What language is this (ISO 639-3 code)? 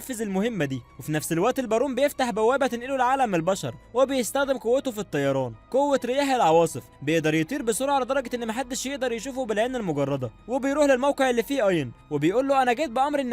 arz